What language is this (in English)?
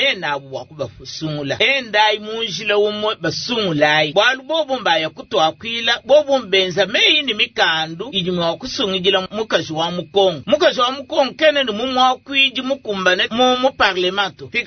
Luba-Lulua